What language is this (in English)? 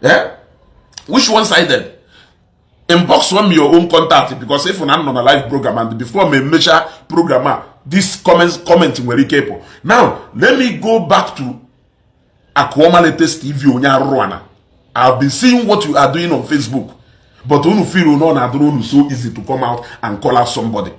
Igbo